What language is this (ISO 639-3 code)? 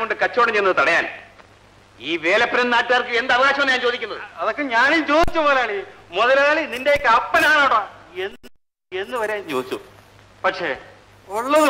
mal